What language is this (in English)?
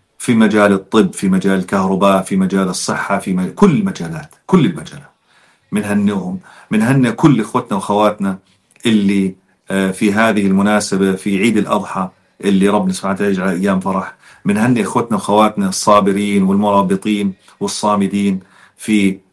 North Levantine Arabic